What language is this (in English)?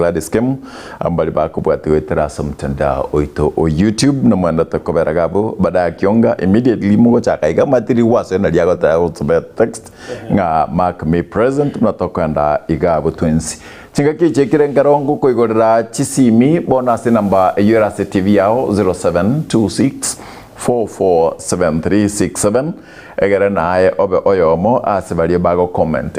Gusii